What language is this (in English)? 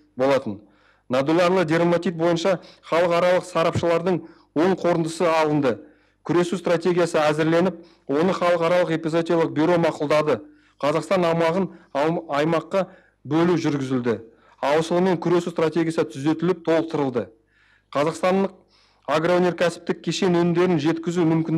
Kazakh